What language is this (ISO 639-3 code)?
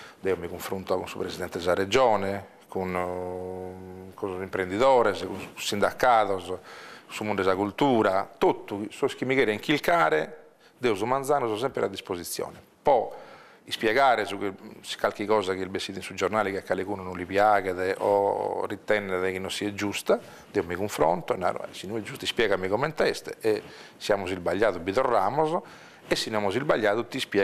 srd